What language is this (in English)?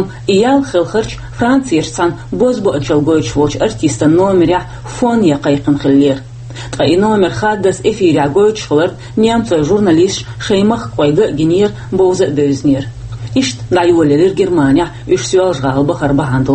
Chechen